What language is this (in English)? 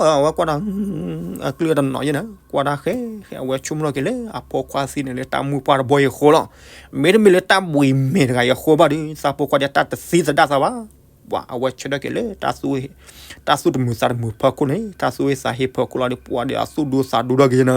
S'gaw Karen